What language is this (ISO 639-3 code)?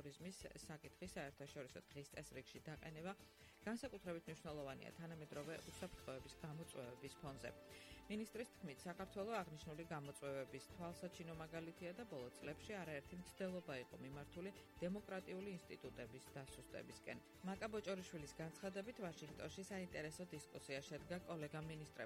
kat